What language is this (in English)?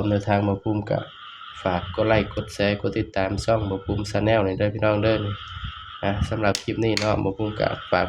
Northeastern Thai